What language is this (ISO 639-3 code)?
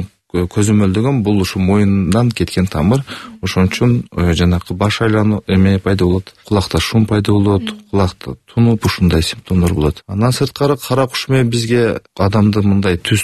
kir